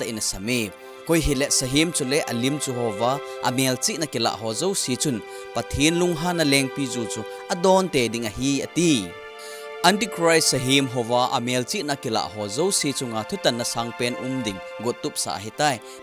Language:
Thado Chin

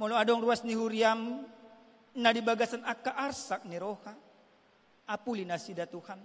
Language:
Batak Toba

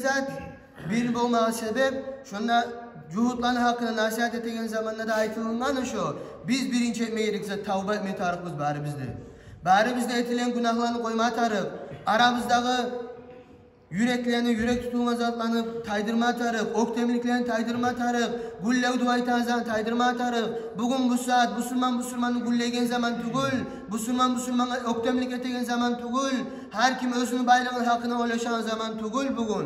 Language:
Kumyk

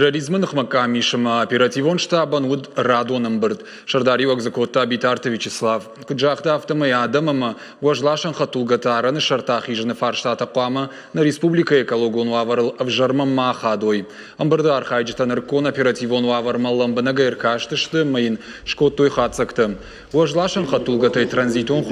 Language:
Ossetic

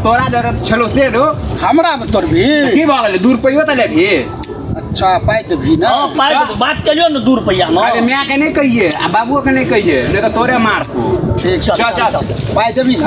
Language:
Maithili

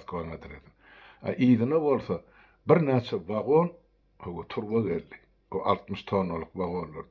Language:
Turkmen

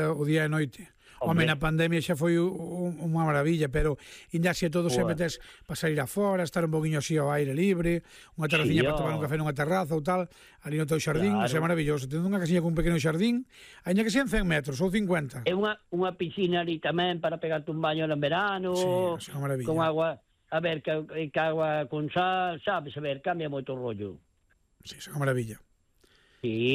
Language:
Galician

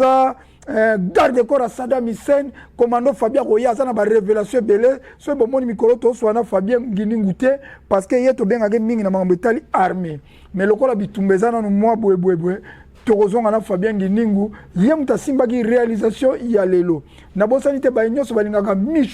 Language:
Lingala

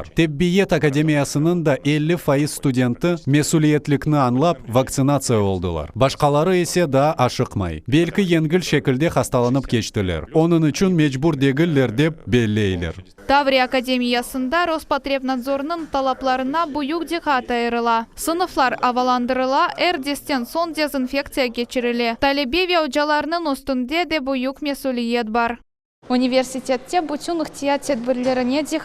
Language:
Crimean Tatar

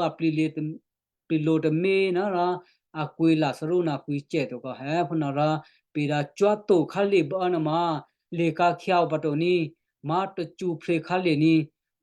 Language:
Western Kayah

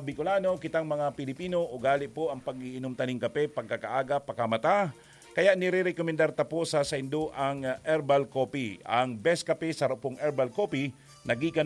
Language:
Bikol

